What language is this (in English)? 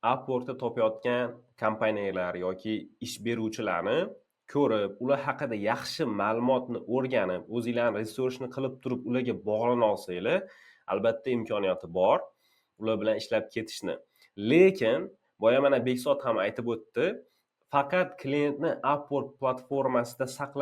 Uzbek